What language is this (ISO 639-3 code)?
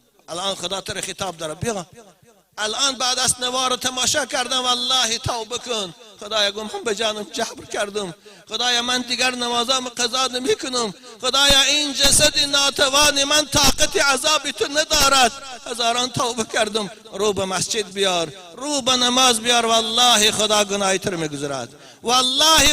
tgk